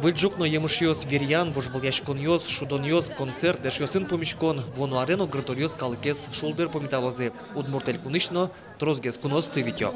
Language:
Udmurt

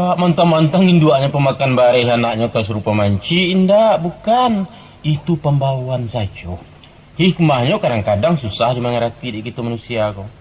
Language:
Minangkabau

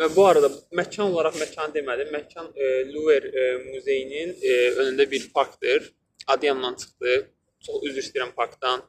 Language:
Azerbaijani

